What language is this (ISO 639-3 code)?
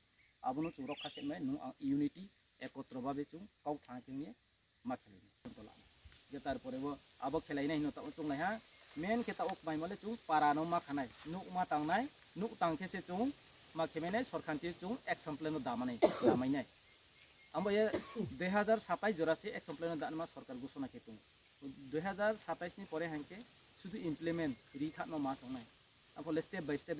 ria